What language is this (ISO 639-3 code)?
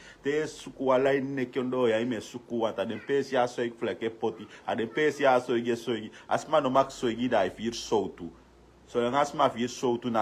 srn